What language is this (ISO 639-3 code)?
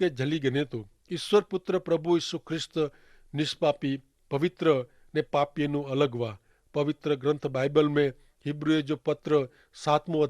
kfr